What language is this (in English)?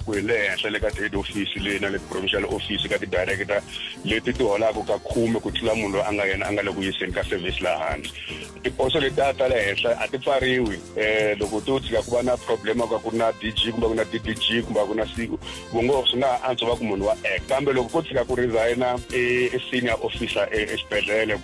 Tsonga